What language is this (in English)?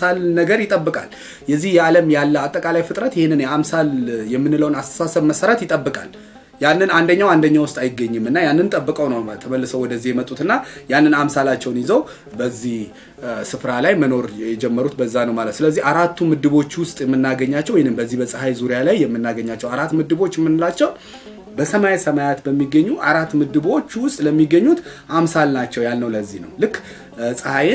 Amharic